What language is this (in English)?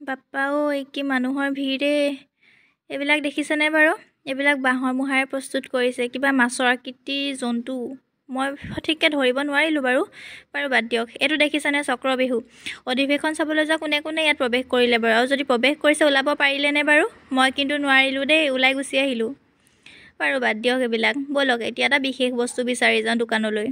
Assamese